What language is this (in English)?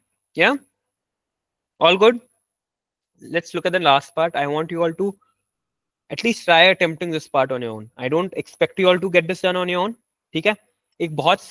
Hindi